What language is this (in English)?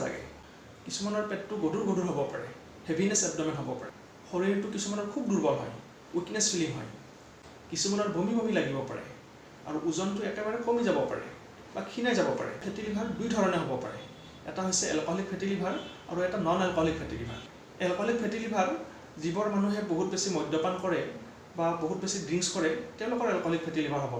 Assamese